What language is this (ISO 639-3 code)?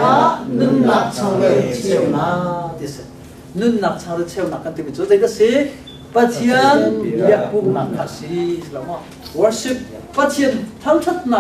cnh